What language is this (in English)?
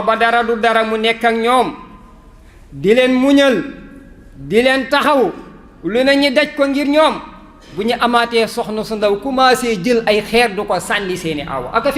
Wolof